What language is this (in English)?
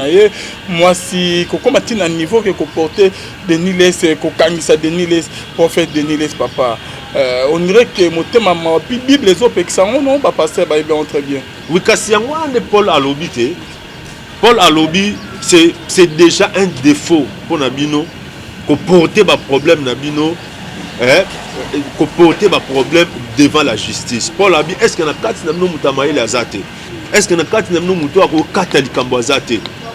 Lingala